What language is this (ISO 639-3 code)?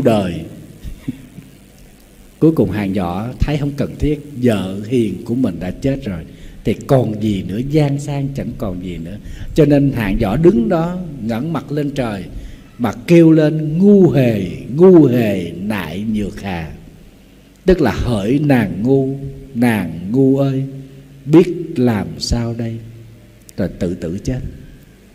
vie